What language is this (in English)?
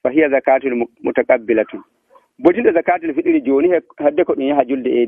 Nigerian Fulfulde